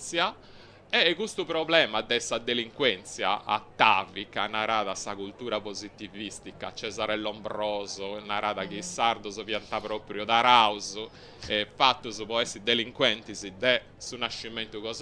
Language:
Sardinian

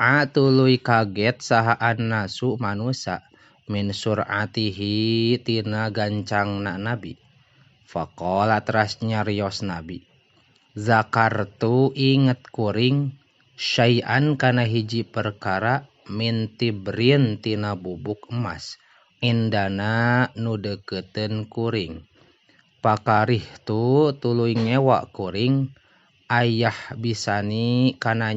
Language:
Sundanese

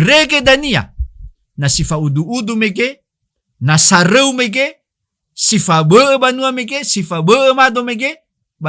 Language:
Nias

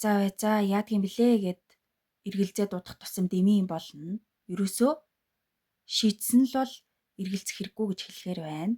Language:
Mongolian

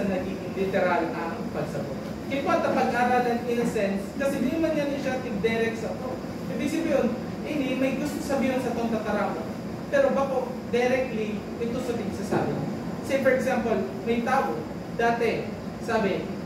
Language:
Bikol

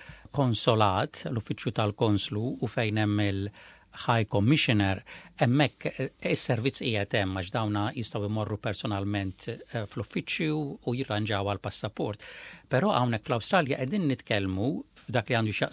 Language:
Maltese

